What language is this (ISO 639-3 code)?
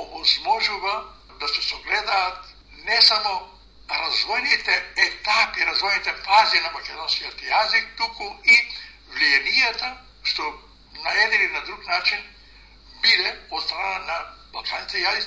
mkd